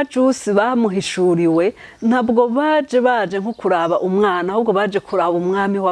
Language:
Rundi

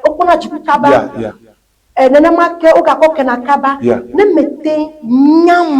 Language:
Ewe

